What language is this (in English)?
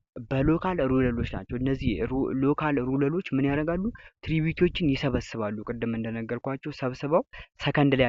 Amharic